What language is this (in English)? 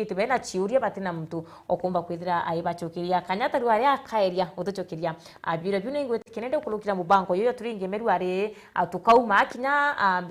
Meru